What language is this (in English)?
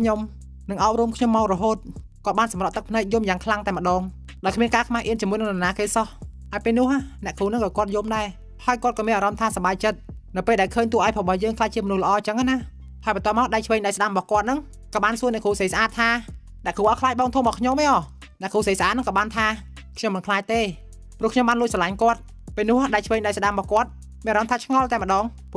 Khmer